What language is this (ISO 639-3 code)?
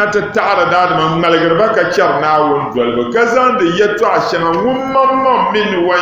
dag